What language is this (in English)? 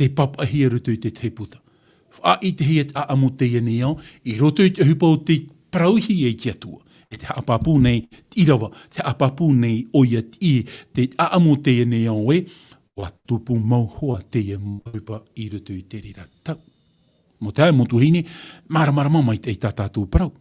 Tahitian